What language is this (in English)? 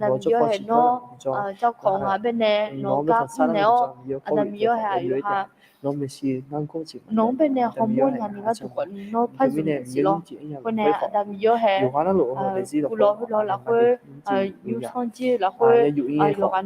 Akha